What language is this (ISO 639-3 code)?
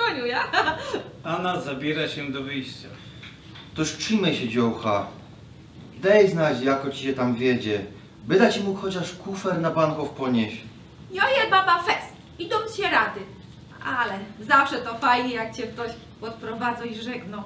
szl